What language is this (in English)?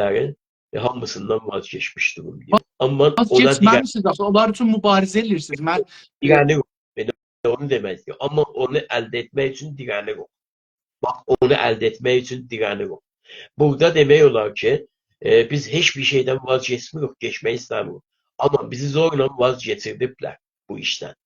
South Azerbaijani